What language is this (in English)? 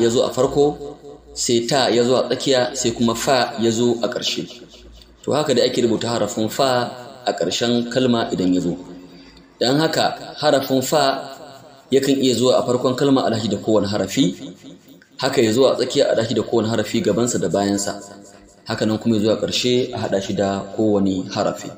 Hausa